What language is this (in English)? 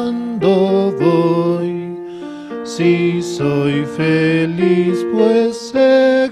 Aymara